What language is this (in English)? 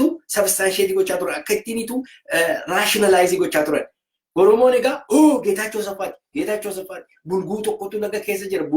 Oromo